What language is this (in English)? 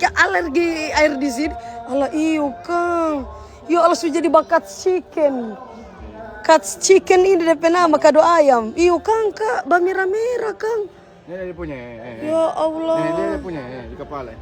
Manado Malay